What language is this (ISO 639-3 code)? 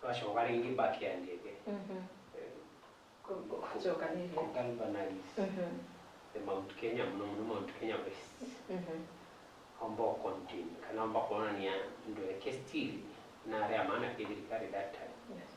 mer